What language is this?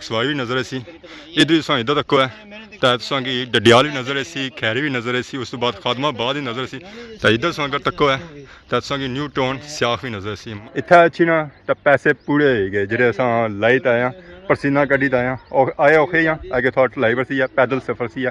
Pahari-Potwari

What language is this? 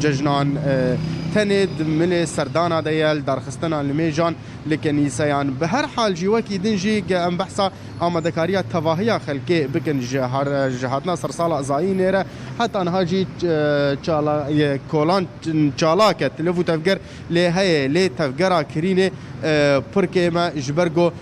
Kurdish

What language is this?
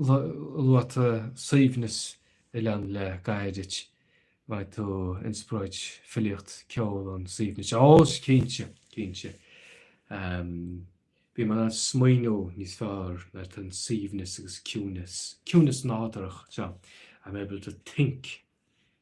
Irish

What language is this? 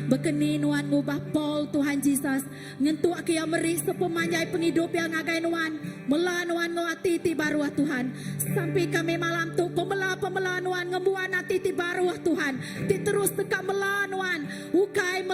Iban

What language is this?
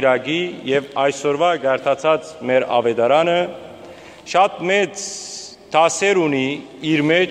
Western Armenian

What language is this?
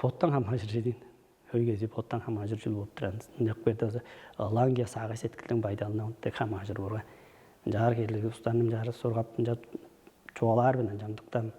Tuvinian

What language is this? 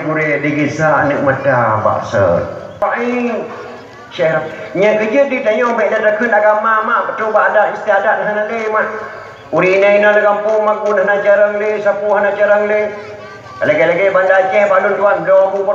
Achinese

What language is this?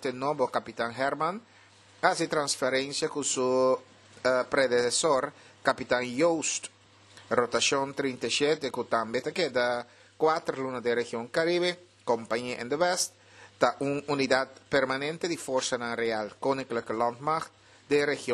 Papiamento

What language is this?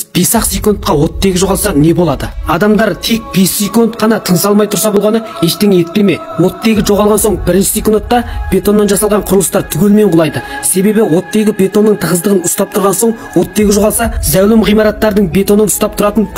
Kazakh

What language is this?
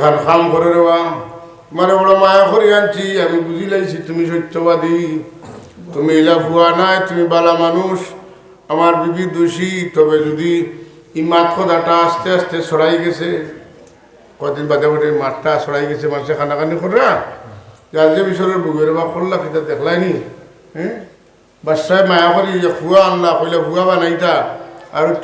Sylheti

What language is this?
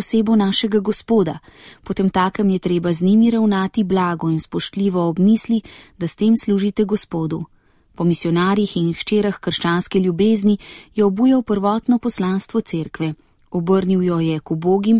Slovenian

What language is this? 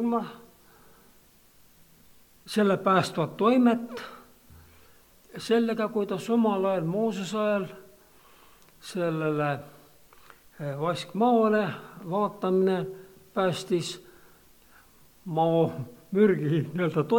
Estonian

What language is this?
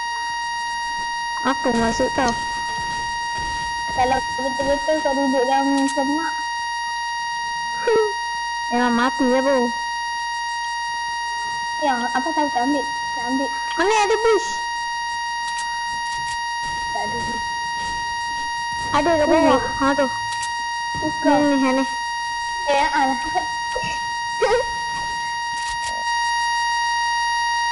Malay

